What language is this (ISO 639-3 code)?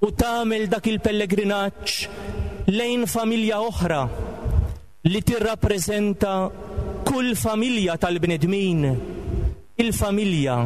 mlt